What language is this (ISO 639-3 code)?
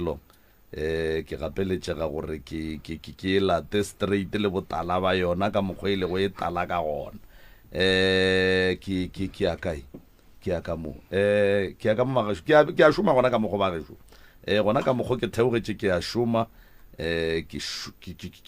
nso